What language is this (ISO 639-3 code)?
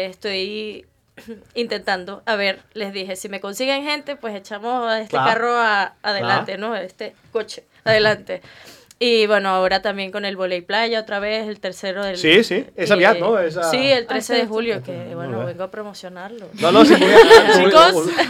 cat